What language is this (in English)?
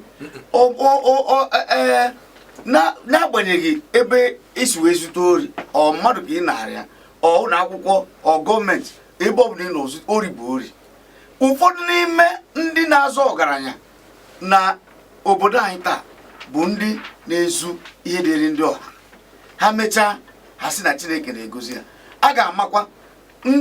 Igbo